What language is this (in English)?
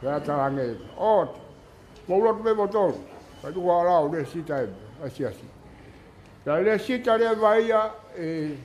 Tongan